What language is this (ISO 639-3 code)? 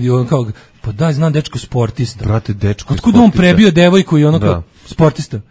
srp